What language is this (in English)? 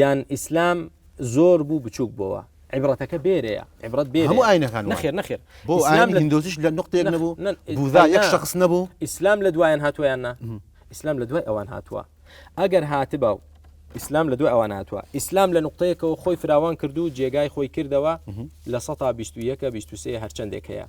Central Kurdish